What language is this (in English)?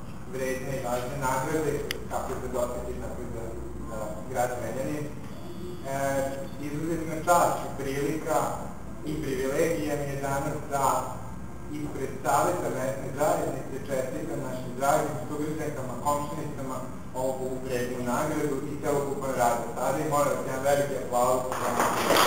Serbian